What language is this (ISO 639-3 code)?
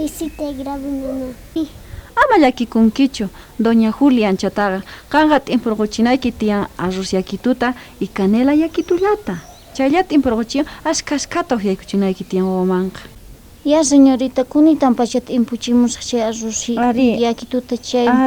quh